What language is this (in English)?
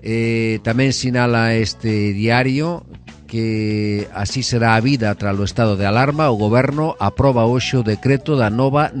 Galician